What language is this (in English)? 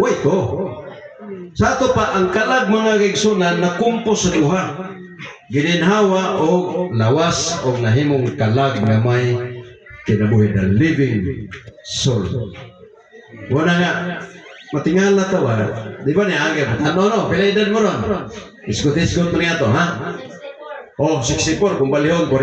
Cebuano